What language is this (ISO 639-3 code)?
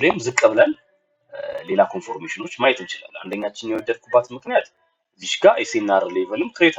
amh